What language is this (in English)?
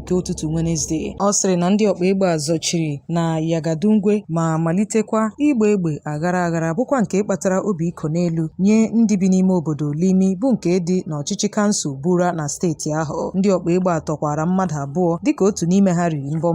Igbo